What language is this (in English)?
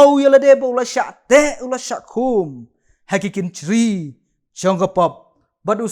Khasi